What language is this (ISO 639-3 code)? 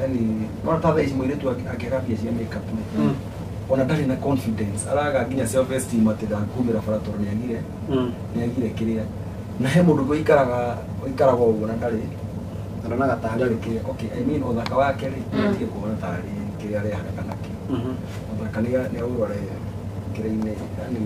kik